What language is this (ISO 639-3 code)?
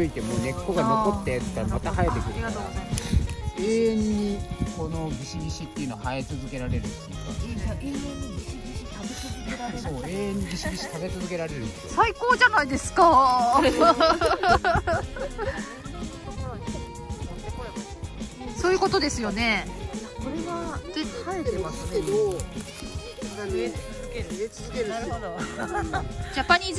jpn